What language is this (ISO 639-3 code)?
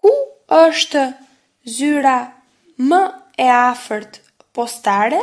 sqi